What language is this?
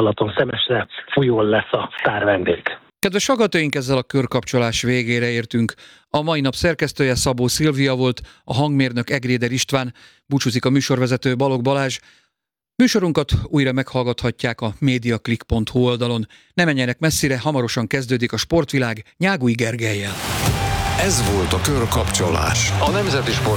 Hungarian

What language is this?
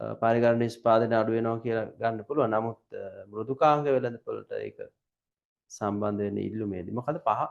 Sinhala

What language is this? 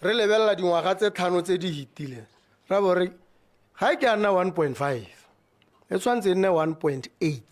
Tswana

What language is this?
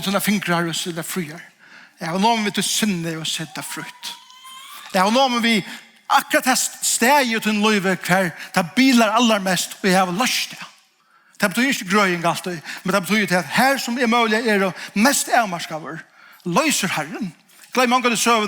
Faroese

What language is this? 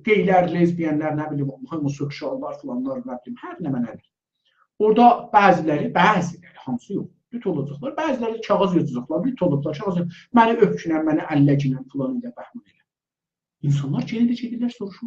South Azerbaijani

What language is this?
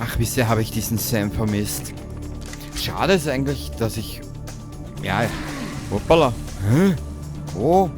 Bavarian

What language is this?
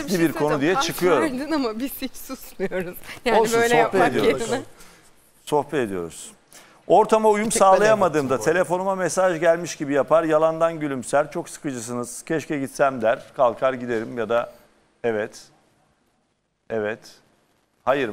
Turkish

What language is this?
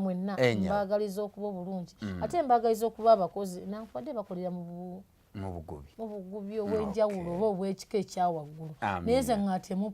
Ganda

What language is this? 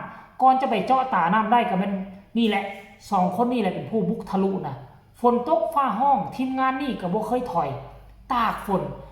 Lao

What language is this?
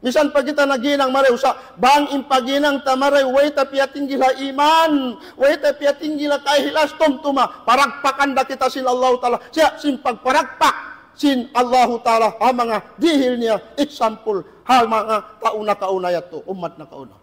Tausug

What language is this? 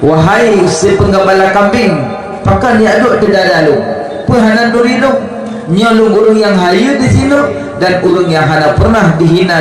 Achinese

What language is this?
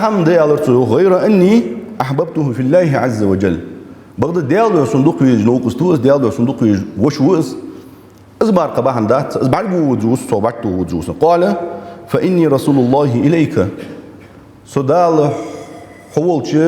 Ingush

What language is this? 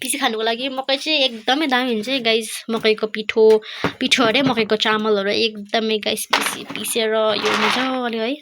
Nepali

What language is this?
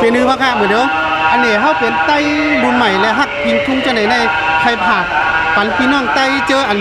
Shan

